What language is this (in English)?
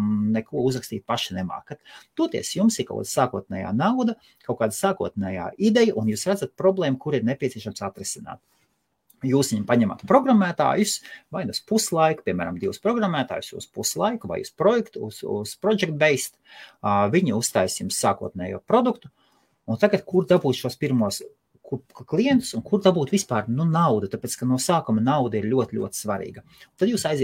Latvian